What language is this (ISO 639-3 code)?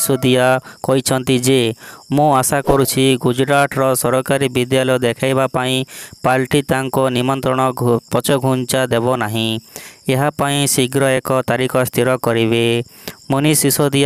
ori